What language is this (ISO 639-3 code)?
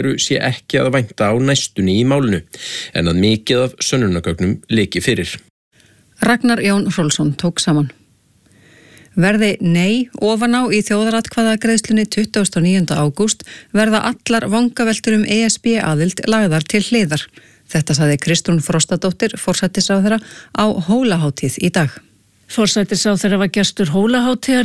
isl